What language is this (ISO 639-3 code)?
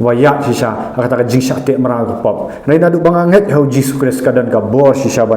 kha